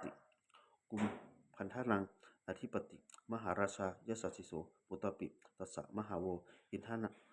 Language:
Pali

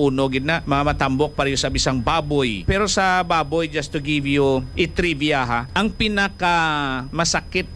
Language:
Hiligaynon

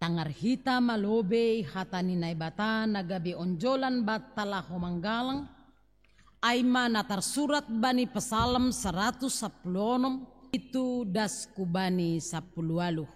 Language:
Batak Simalungun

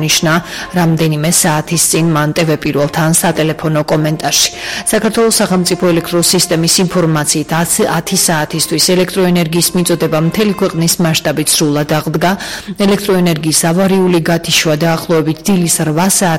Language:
Georgian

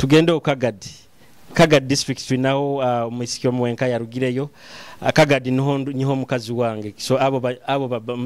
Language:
Nyoro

